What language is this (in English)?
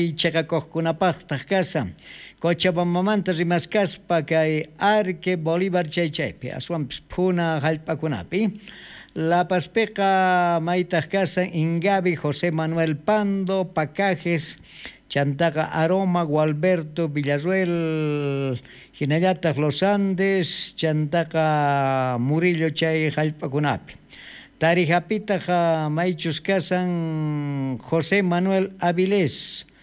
South Bolivian Quechua